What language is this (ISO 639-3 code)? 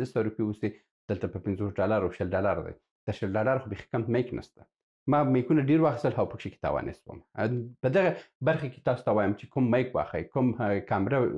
pus